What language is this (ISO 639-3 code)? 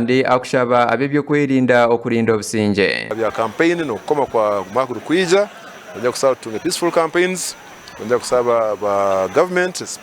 nyn